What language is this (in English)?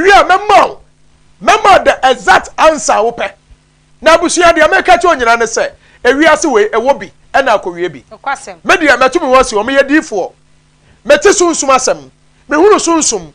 Akan